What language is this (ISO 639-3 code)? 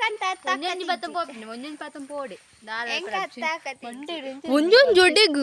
tcy